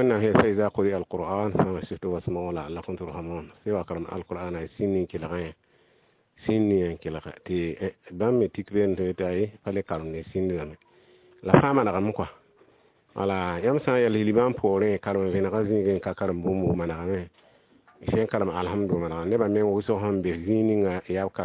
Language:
Mossi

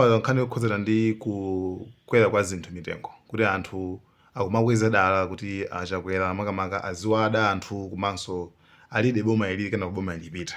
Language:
Nyanja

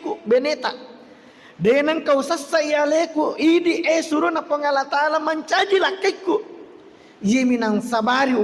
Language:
Buginese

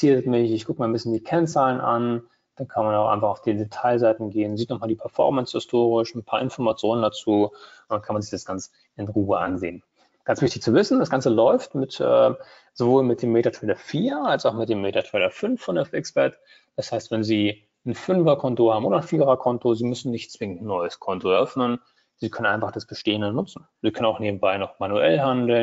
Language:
German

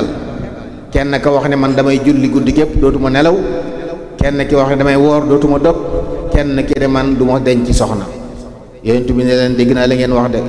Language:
Wolof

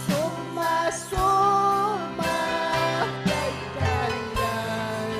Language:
Ayacucho Quechua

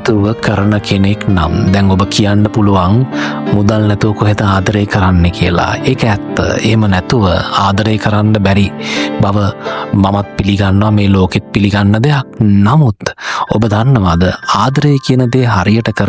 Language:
Sinhala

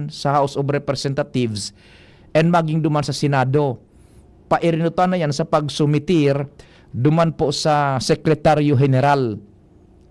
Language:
Bikol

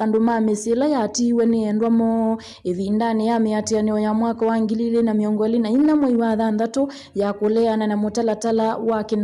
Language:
Kamba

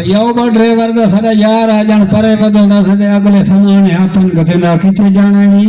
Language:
Saraiki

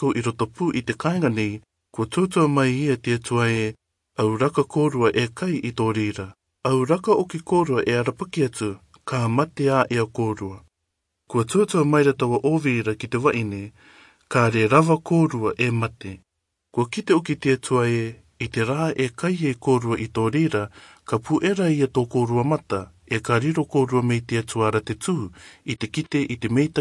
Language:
Rarotongan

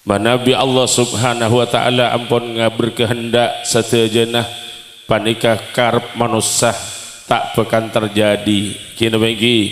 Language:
Madurese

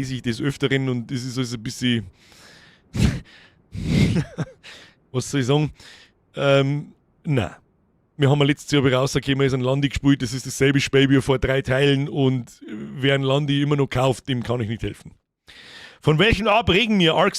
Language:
Bavarian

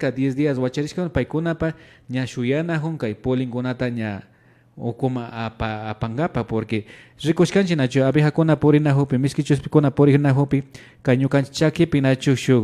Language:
Imbabura Highland Quichua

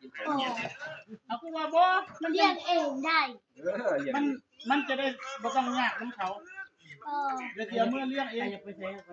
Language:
Northeastern Thai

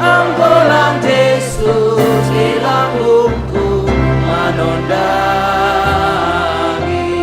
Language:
Batak Simalungun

